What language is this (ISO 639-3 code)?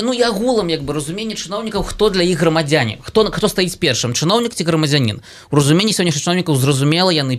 bel